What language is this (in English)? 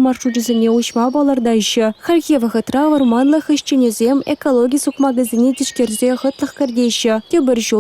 Chuvash